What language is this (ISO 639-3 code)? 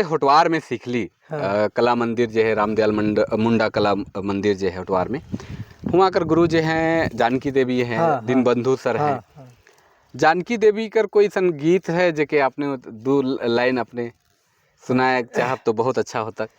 sck